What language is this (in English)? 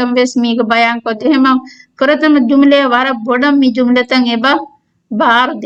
Divehi